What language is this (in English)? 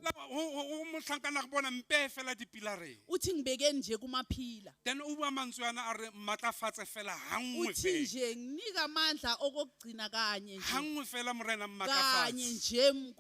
Southern Sotho